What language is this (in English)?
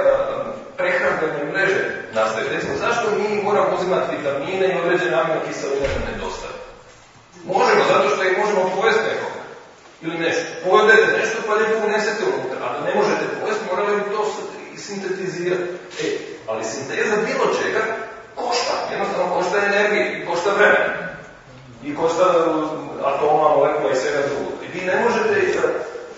Croatian